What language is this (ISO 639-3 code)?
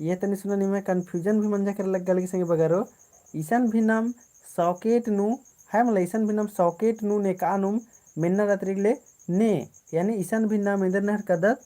kru